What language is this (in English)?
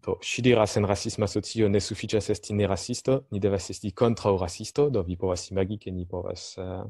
Esperanto